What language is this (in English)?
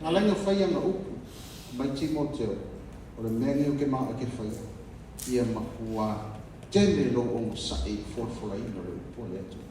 Samoan